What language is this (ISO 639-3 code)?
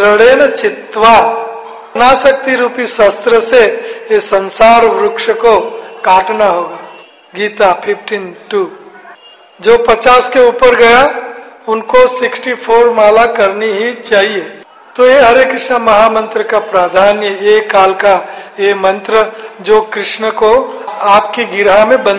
hin